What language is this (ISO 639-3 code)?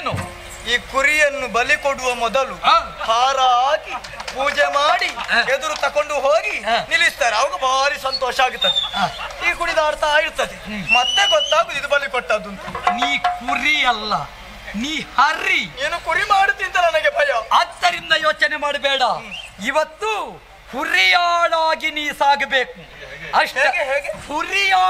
kan